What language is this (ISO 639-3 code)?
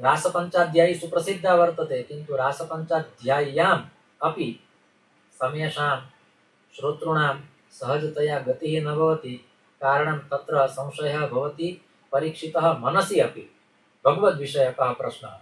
san